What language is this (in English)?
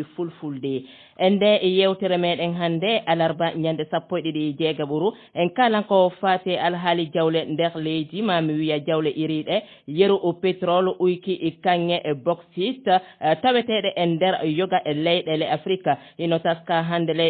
Fula